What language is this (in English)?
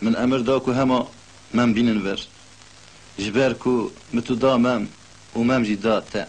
Kurdish